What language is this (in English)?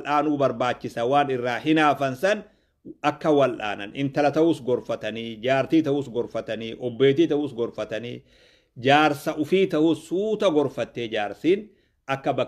Oromo